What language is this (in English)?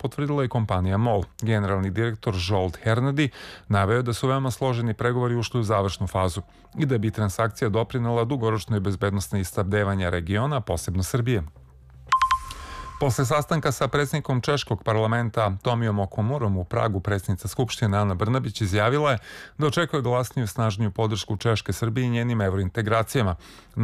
Serbian